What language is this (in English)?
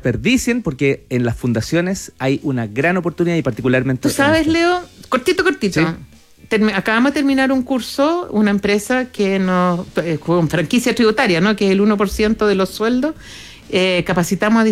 Spanish